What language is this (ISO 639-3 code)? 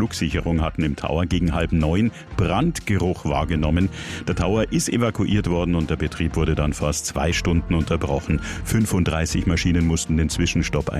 deu